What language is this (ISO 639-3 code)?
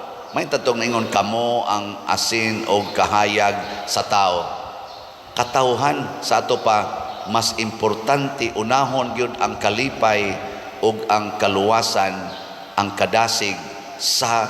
ceb